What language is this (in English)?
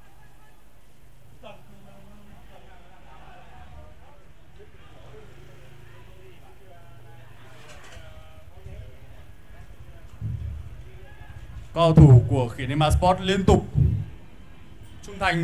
Vietnamese